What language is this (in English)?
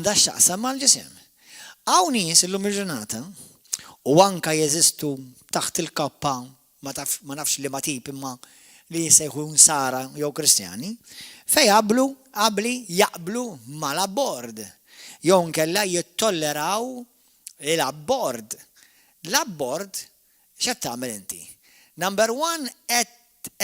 Maltese